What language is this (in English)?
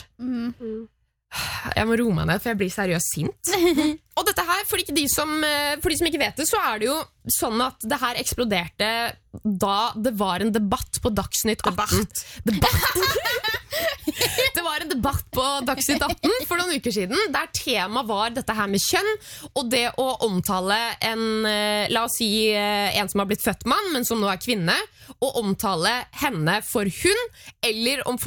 Norwegian